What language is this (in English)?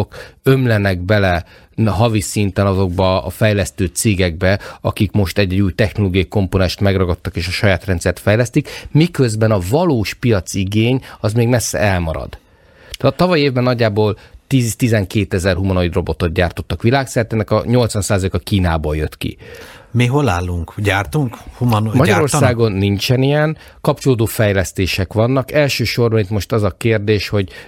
Hungarian